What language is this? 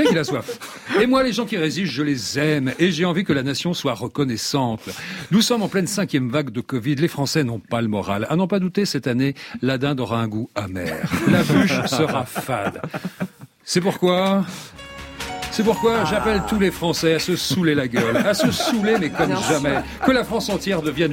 French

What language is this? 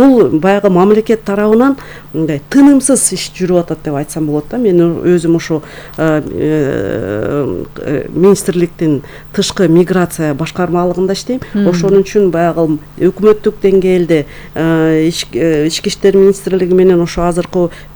Kyrgyz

